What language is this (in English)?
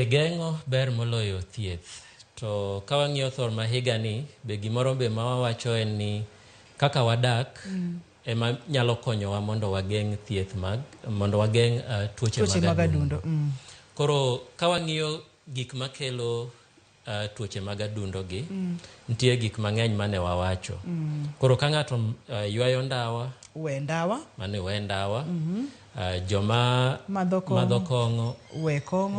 Luo (Kenya and Tanzania)